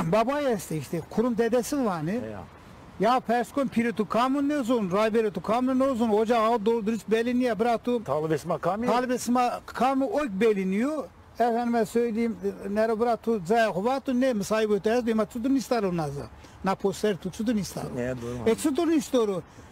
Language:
Zaza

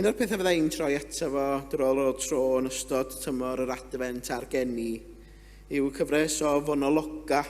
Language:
Welsh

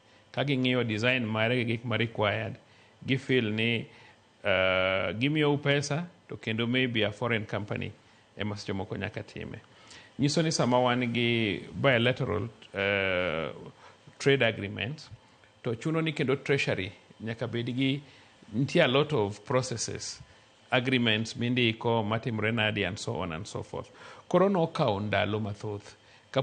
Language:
Luo (Kenya and Tanzania)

